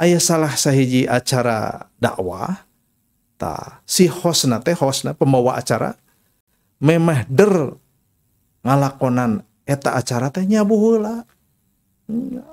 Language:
Sundanese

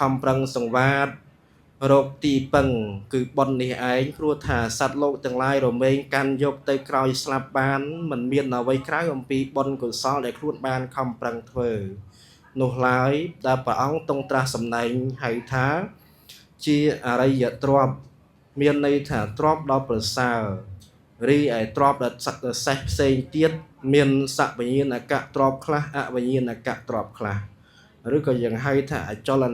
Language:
Khmer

